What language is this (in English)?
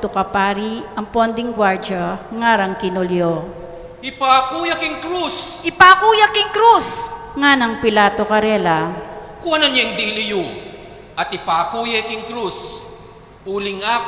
Pampanga